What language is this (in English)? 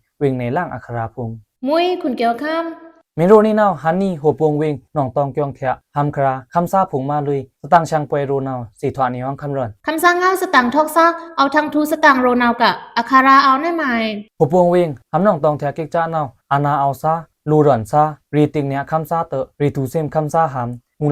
Pa'o Karen